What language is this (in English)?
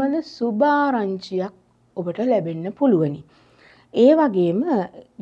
Sinhala